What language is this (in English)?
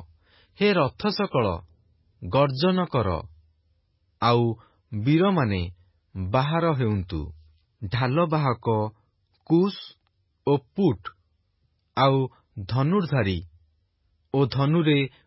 Odia